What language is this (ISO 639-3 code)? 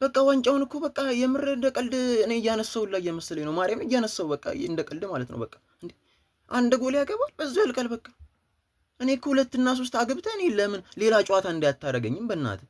amh